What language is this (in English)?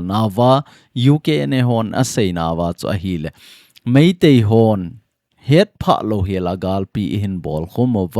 Thado Chin